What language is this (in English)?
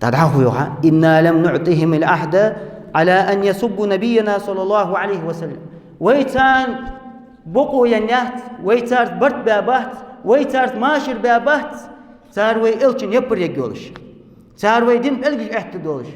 Ingush